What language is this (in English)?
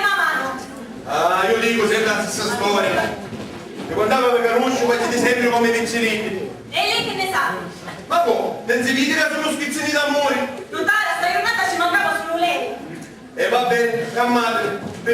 Sicilian